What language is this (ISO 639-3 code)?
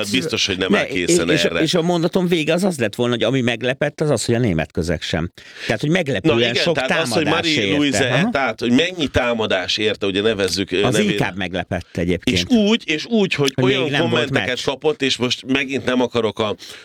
hun